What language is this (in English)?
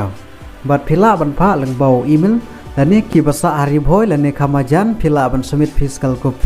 Khasi